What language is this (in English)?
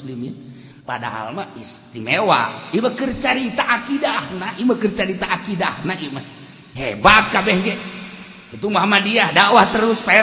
Sundanese